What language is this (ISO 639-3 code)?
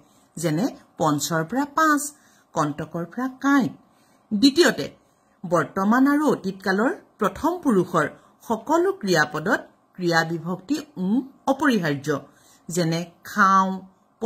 asm